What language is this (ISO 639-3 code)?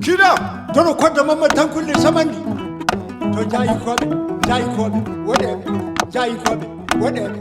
ffm